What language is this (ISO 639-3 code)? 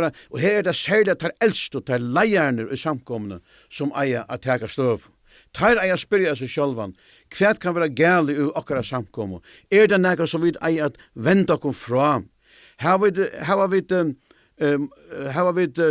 fao